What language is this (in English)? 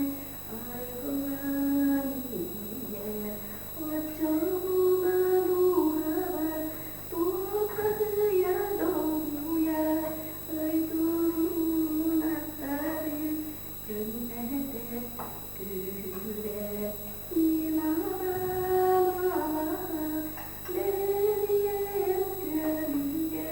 Yakut